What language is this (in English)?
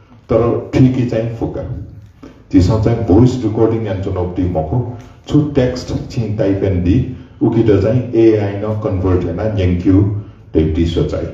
Newari